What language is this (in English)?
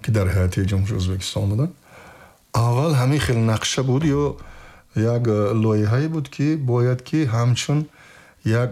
Tajik